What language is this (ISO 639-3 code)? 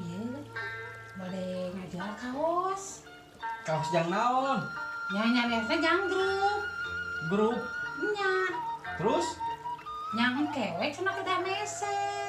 sun